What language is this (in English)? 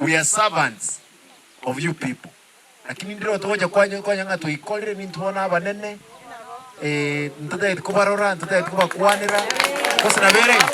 Gusii